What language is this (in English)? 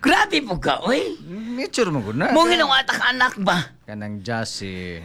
Cebuano